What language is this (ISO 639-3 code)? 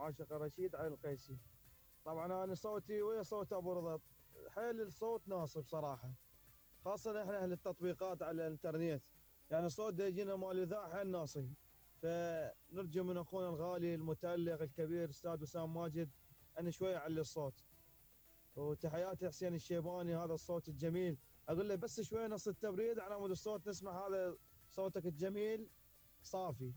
acm